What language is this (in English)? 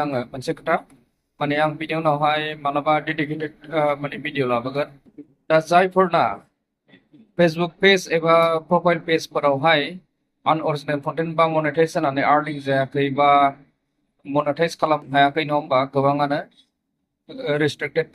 Bodo